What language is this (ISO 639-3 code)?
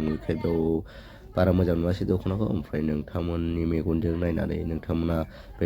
brx